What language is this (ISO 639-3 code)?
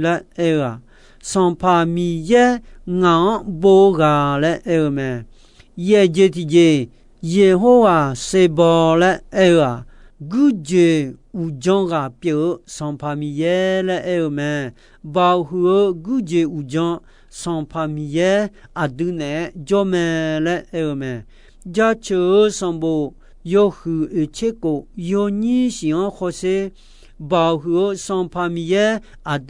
ahk